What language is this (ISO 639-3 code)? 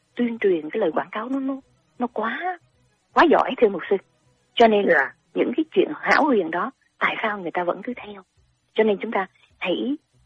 vie